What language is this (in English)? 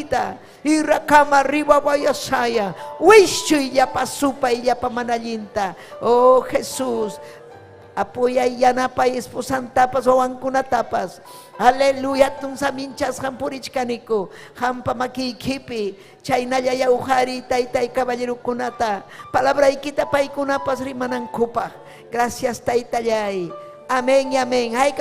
Ayacucho Quechua